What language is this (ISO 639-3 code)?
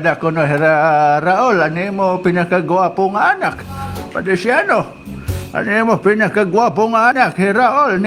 war